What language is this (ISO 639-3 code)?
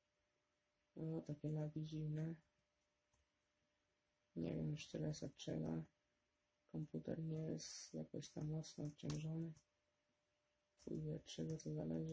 pol